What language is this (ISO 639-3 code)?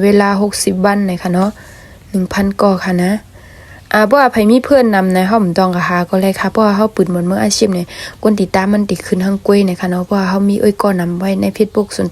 shn